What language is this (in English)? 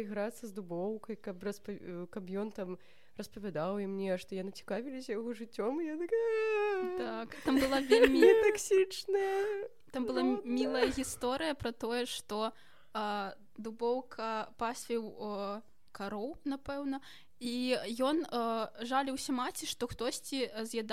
Belarusian